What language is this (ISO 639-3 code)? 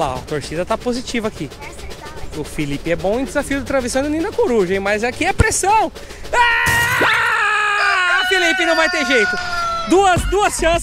por